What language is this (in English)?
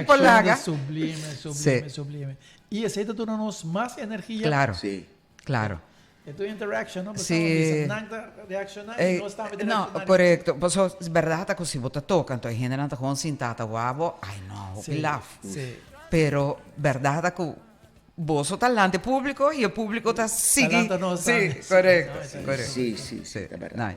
Papiamento